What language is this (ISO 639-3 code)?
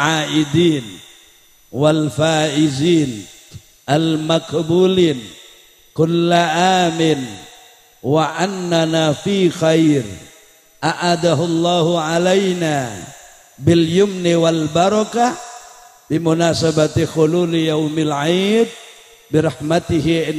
mad